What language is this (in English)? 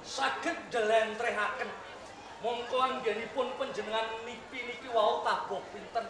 Javanese